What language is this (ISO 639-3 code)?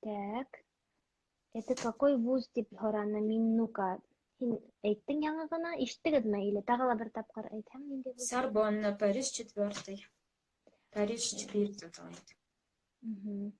bak